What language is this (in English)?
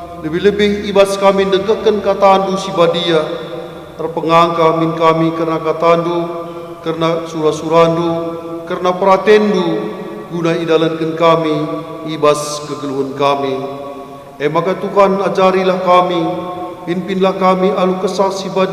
Batak Karo